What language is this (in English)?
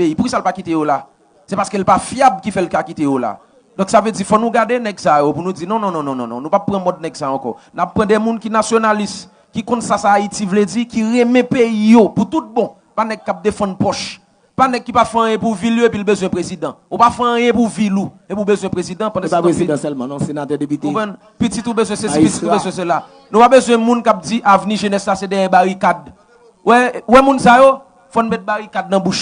Haitian Creole